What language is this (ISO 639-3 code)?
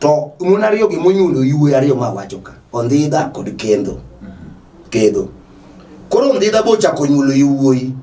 luo